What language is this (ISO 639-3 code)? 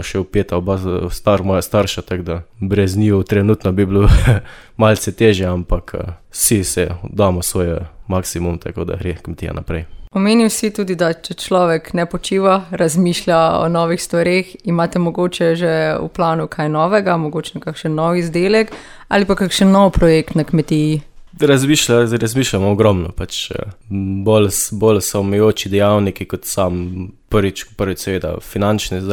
slv